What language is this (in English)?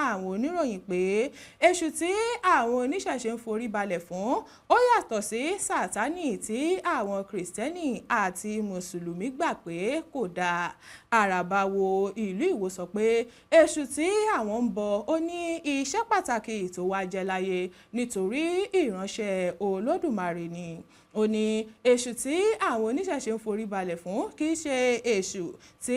Yoruba